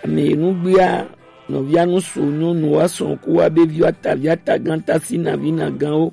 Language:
Gen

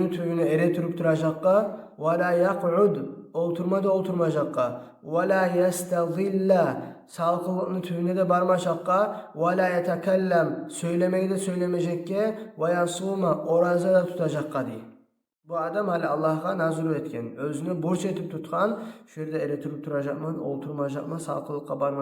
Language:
Kumyk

